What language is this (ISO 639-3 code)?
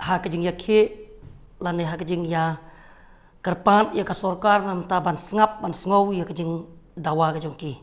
kha